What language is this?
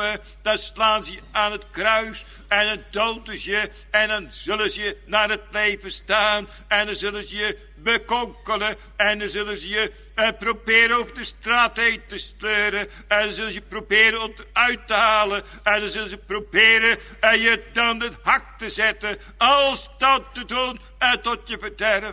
Dutch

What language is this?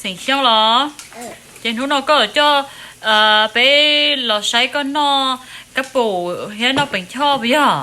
Hmong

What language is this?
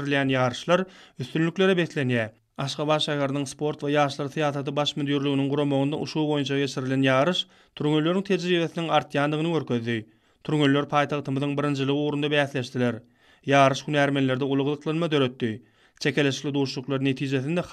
Turkmen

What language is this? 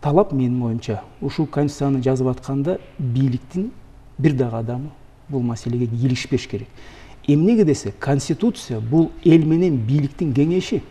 Kyrgyz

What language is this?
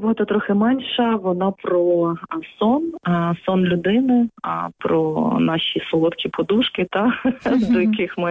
Ukrainian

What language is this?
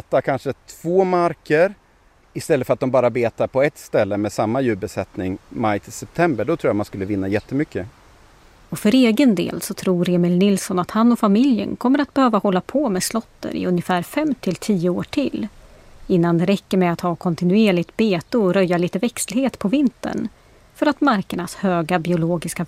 Swedish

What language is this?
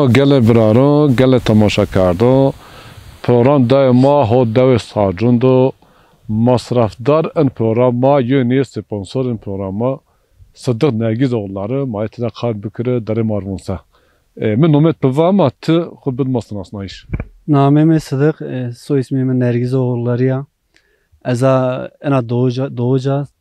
Zaza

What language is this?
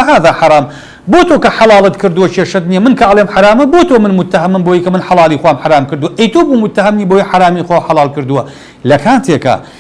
Central Kurdish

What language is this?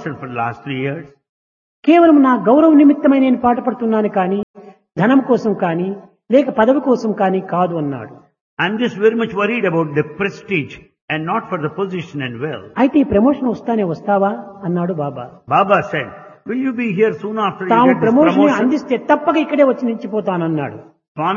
Telugu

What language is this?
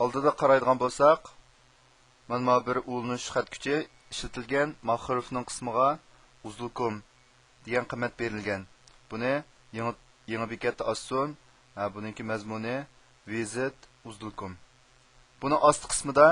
Uyghur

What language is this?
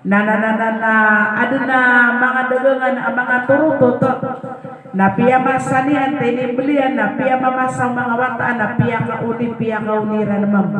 Maranao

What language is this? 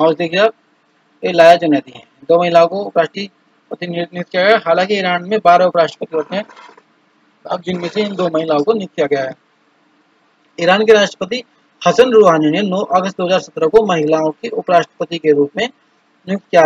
Hindi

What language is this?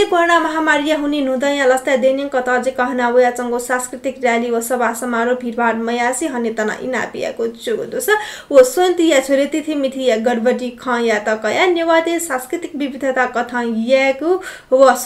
Newari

